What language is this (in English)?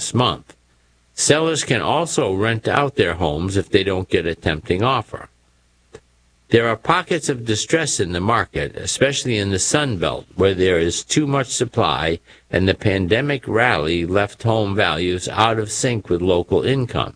English